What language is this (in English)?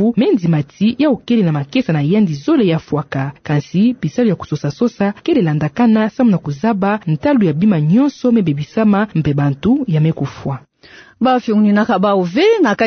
Kituba (Democratic Republic of Congo)